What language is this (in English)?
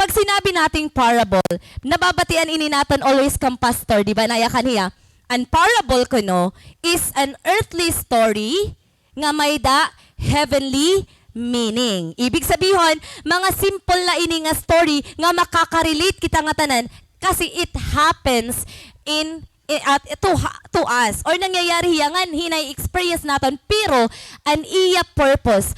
Waray